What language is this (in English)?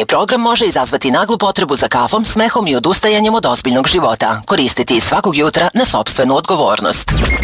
Serbian